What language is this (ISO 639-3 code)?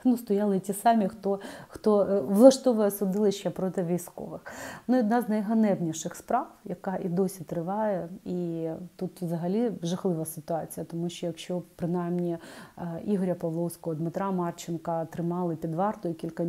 ukr